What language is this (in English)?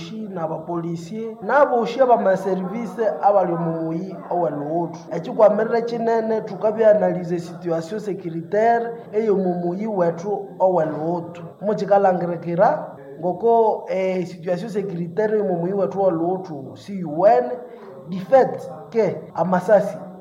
Nande